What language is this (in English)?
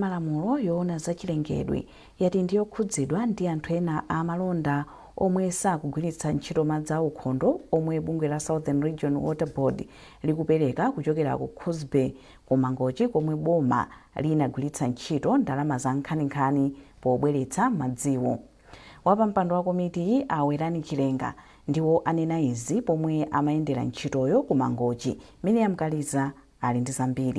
Nyanja